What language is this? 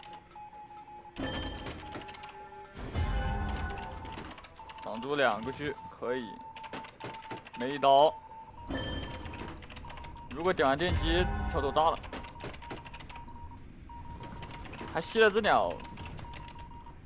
Chinese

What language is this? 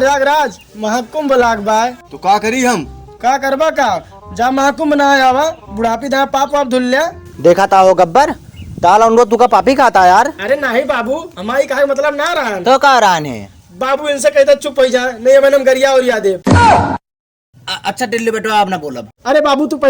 Awadhi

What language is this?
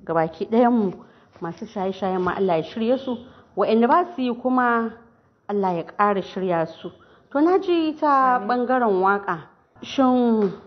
Hausa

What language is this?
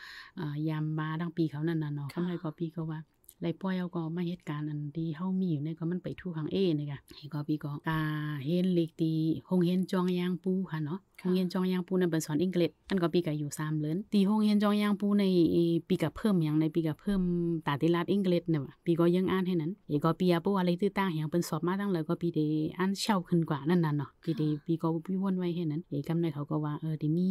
Shan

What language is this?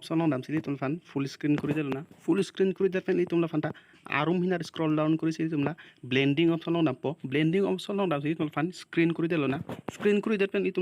Karbi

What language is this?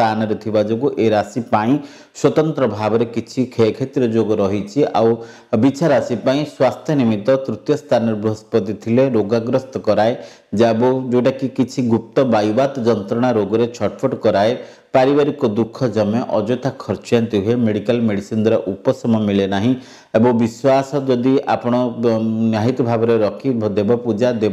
Odia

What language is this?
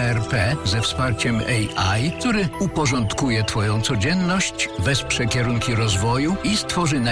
Polish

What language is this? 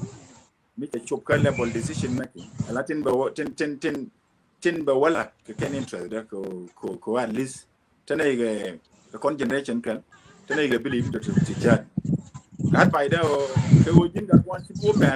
Nuer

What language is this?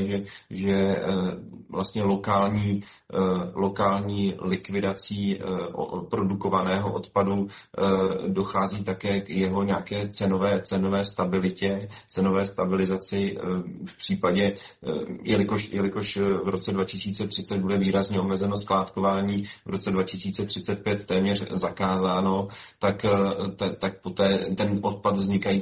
Czech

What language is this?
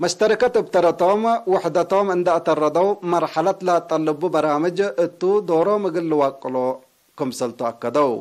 Tigre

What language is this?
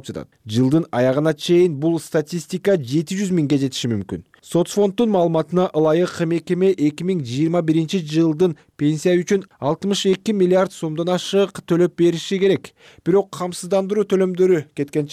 Kyrgyz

